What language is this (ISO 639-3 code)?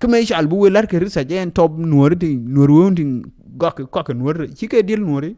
nus